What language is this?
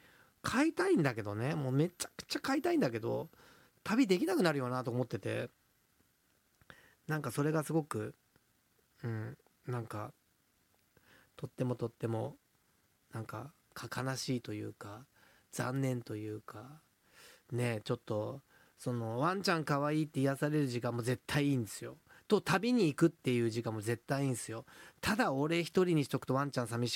Japanese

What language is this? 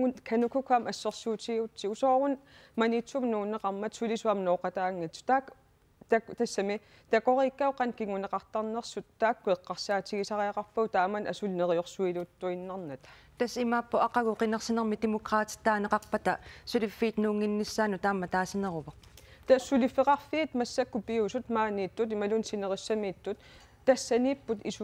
Kalaallisut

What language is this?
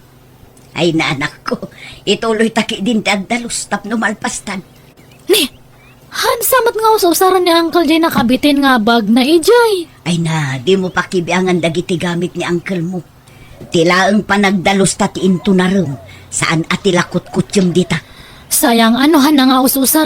Iloko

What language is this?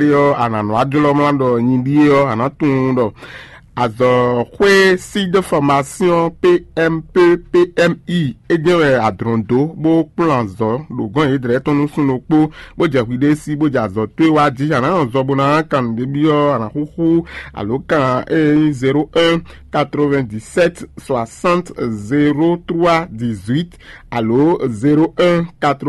Fon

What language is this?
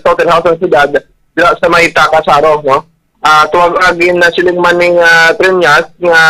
Hiligaynon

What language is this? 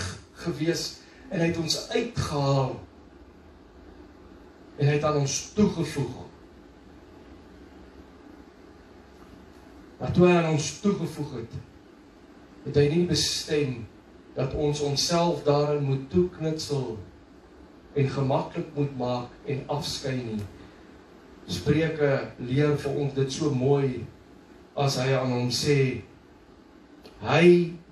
Afrikaans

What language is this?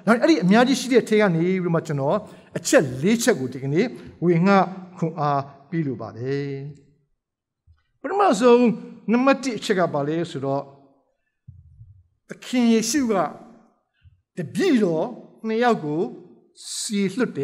Burmese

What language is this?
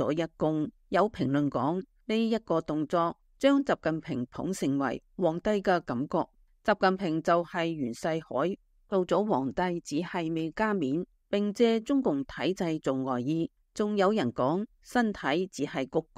Cantonese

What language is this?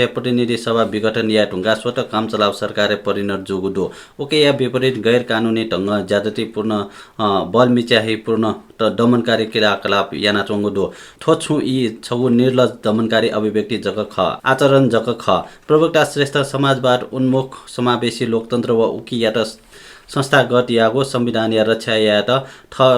Newari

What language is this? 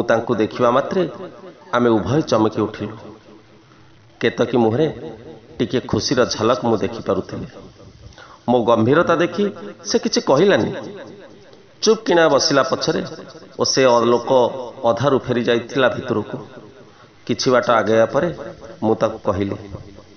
Odia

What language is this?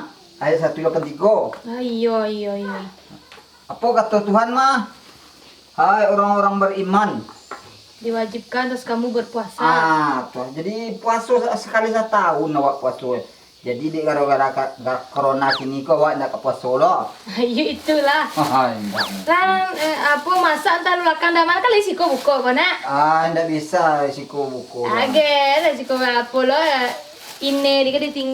Minangkabau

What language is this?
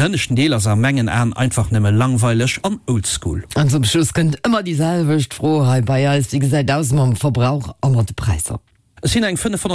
Luxembourgish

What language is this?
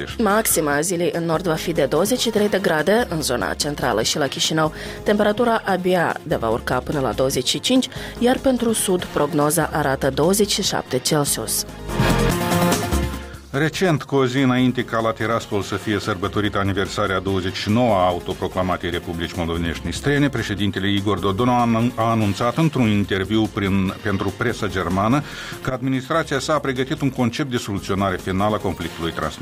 Romanian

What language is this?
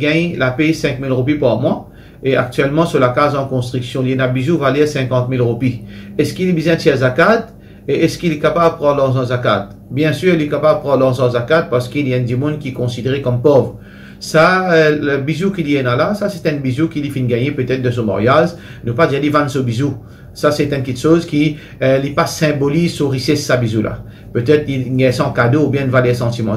Morisyen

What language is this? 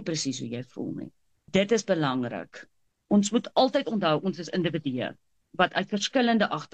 Afrikaans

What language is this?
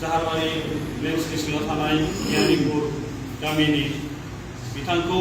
Bodo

